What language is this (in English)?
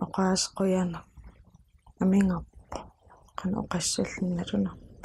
Kalaallisut